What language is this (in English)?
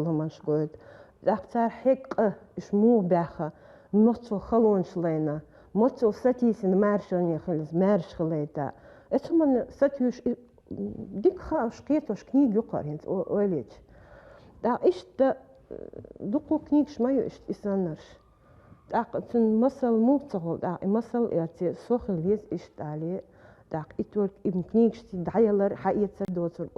Chechen